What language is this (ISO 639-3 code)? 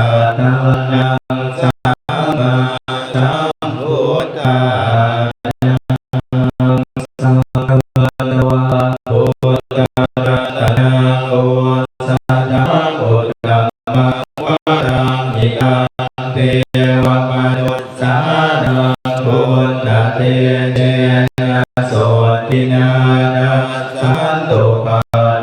pli